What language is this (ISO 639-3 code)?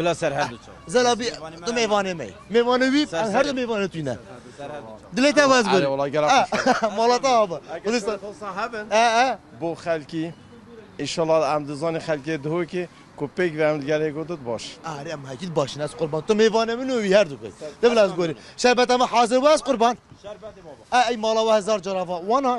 kur